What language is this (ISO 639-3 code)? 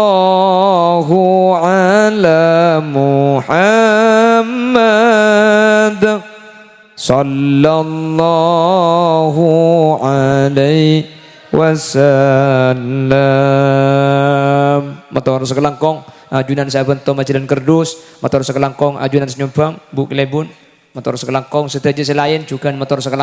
mad